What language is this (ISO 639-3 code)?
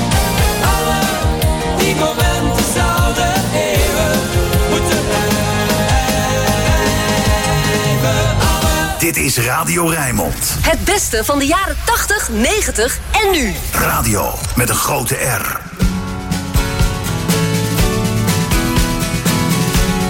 nld